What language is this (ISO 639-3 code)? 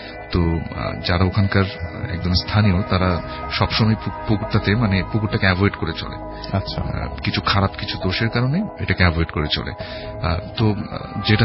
ben